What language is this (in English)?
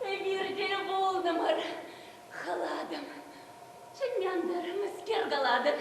Chuvash